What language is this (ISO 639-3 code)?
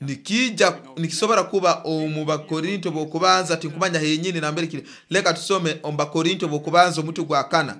nyo